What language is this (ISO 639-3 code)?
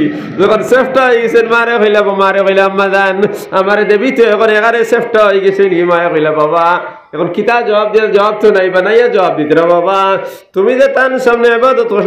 syl